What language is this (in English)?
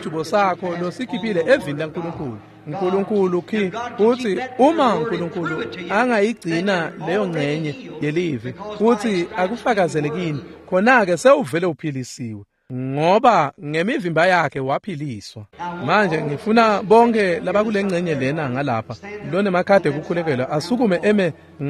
Swati